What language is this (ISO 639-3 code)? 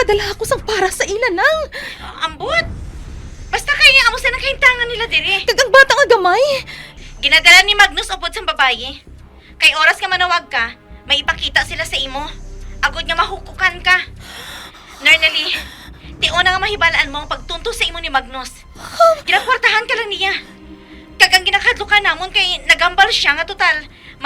hil